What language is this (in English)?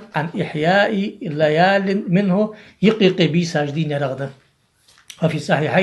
Ingush